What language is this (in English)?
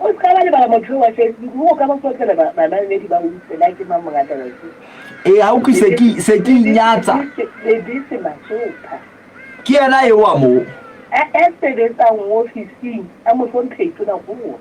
Southern Sotho